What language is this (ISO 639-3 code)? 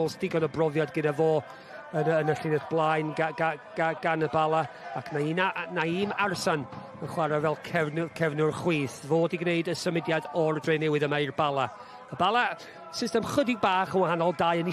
cym